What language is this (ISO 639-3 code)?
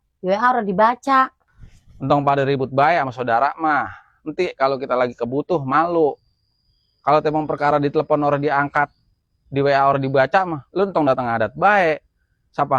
bew